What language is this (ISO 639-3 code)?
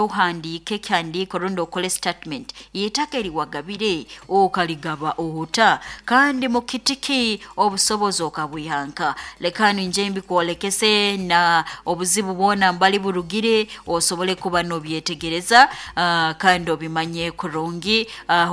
nyo